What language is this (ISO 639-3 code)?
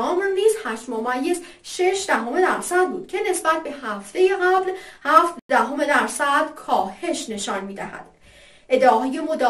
fas